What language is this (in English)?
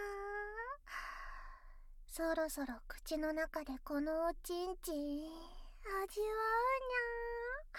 Japanese